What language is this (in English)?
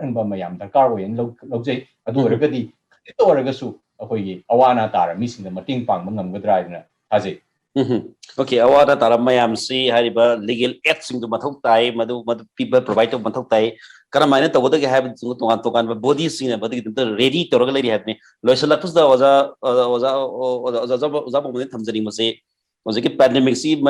Manipuri